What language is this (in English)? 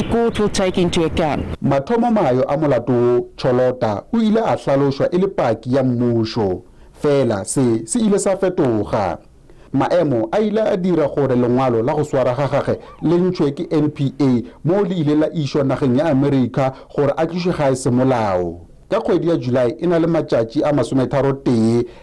Northern Sotho